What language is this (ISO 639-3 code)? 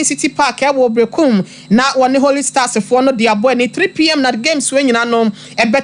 aka